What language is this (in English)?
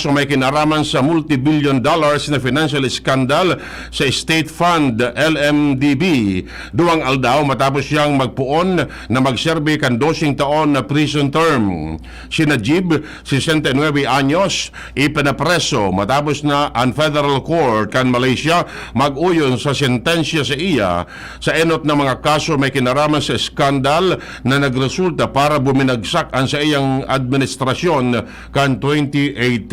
Bikol